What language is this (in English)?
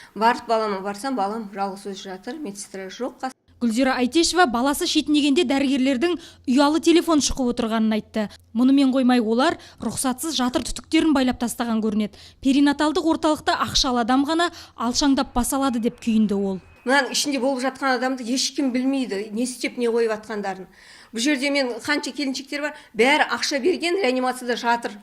Kazakh